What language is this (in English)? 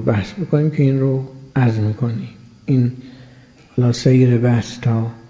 Persian